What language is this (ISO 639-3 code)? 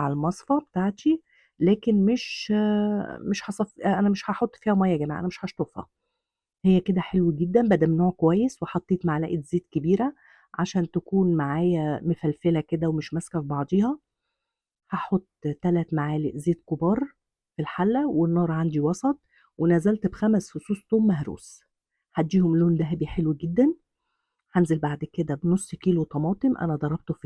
arz